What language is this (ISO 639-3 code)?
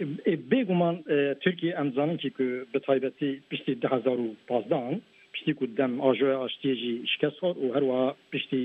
kur